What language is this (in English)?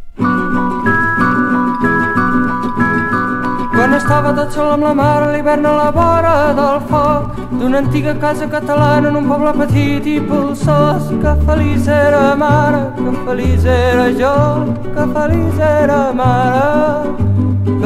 Catalan